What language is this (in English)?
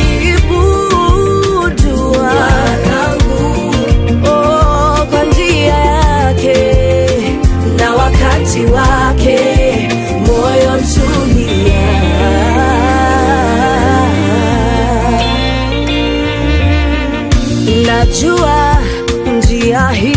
Swahili